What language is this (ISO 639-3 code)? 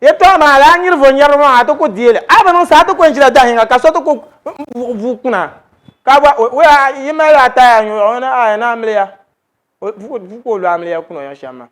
dag